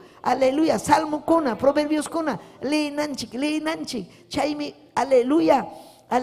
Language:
Ayacucho Quechua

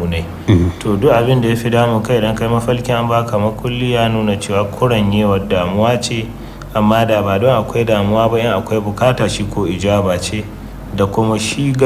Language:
Hausa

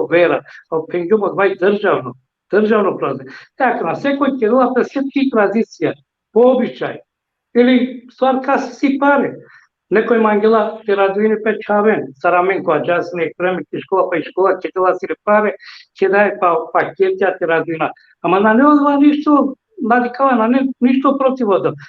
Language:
Balkan Romani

